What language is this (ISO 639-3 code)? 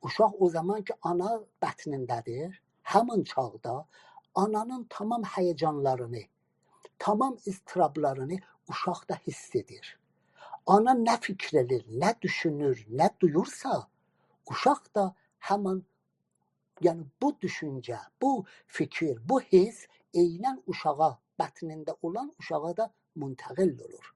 azb